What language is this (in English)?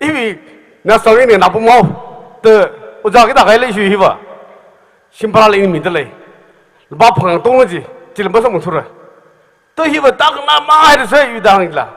Tangkhul Naga (India)